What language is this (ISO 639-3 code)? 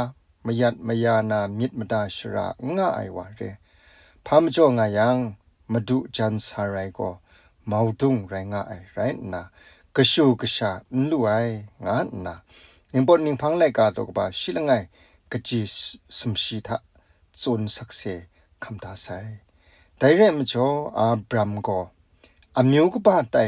kac